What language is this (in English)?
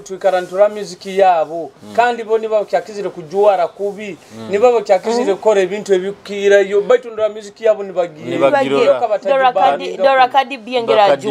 Nyoro